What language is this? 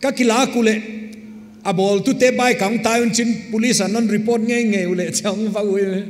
Paite Chin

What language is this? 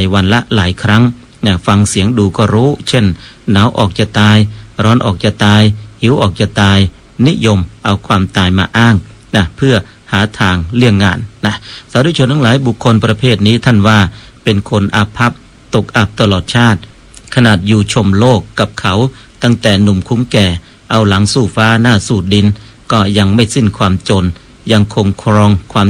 Thai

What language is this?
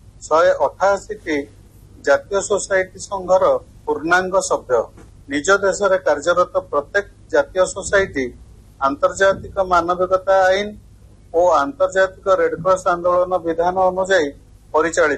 Odia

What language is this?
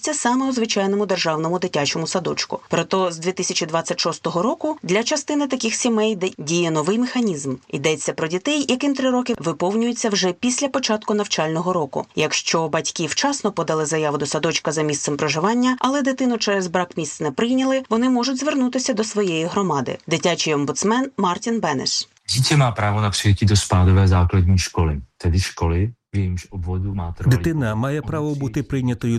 Ukrainian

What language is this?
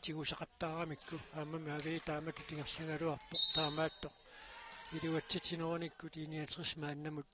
Kalaallisut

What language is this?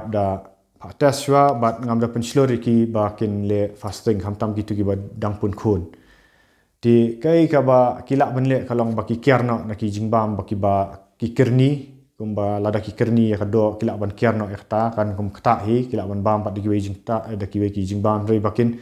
Khasi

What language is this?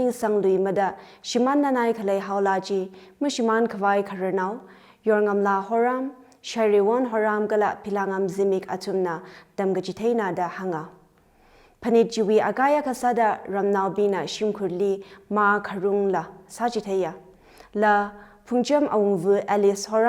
Tangkhul Naga (India)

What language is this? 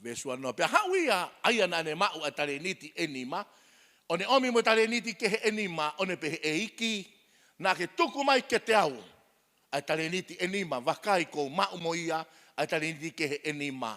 Tongan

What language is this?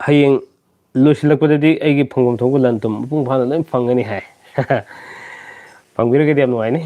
Manipuri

